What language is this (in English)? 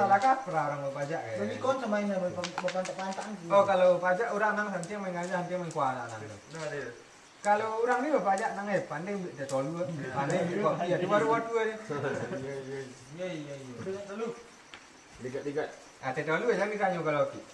Minangkabau